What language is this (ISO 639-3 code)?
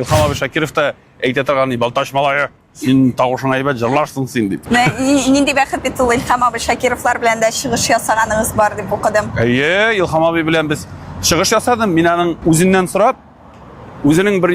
tat